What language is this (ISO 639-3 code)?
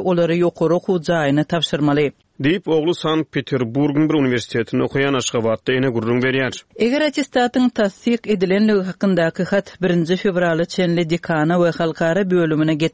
tuk